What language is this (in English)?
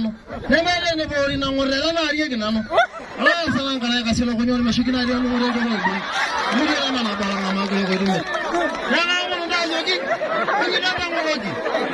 Masai